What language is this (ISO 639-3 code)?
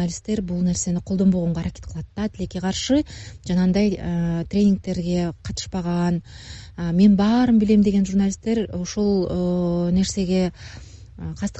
kir